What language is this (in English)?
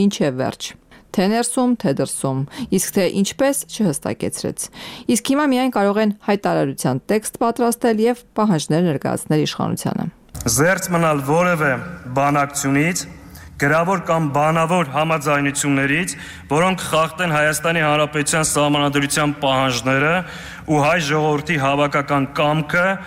Armenian